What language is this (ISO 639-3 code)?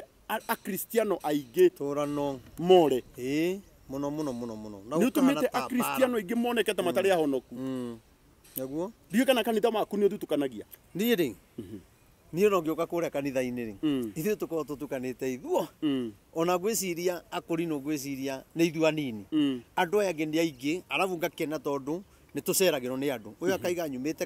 kik